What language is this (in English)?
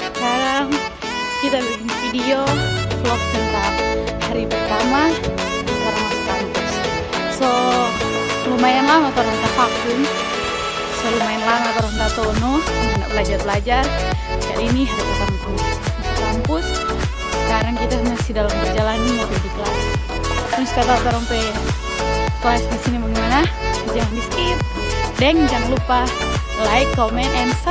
Manado Malay